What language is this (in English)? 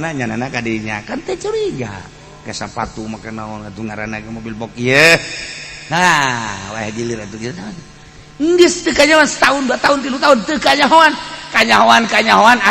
Sundanese